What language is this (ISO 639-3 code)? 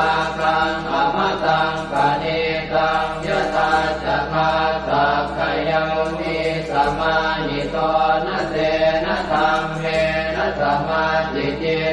pli